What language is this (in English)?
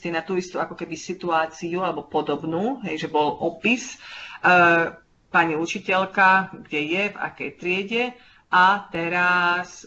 Slovak